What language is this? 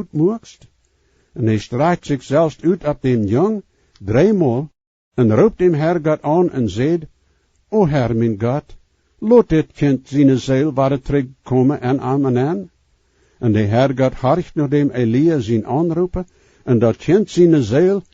Plautdietsch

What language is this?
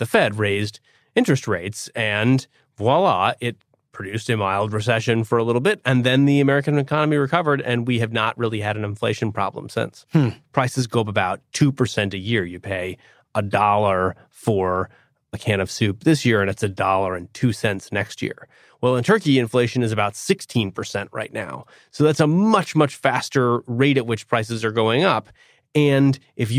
English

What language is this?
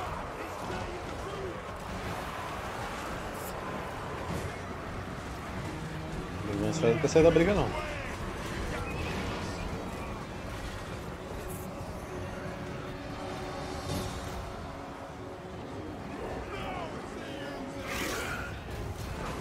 Portuguese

